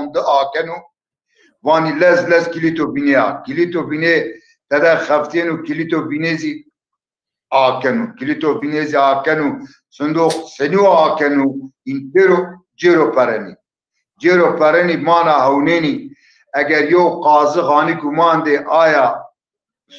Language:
Zaza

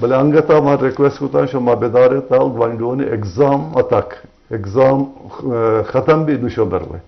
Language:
Eastern Balochi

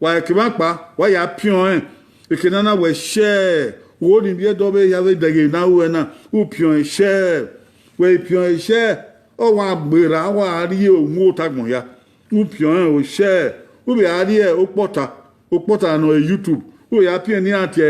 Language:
Bini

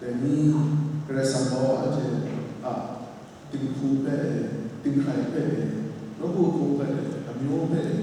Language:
Kachin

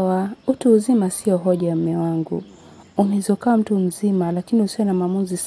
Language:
Swahili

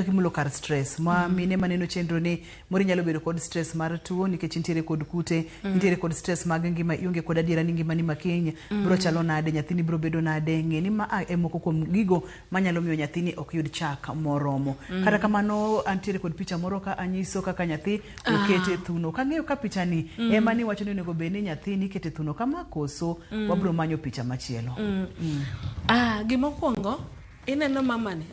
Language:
Luo (Kenya and Tanzania)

